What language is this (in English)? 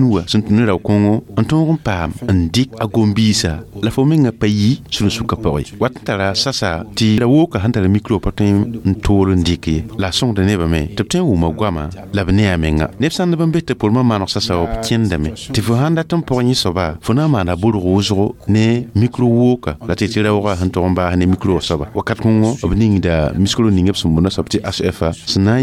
Mossi